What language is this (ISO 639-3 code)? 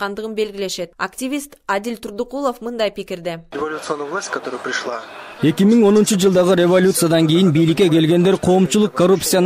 kir